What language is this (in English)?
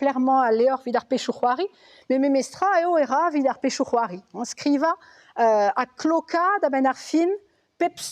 Breton